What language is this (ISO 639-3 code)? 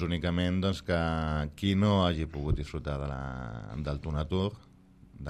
cat